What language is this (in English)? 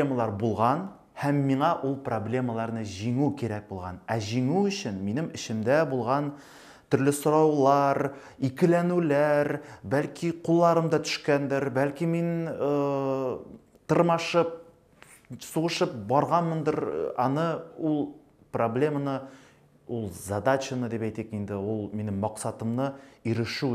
Tatar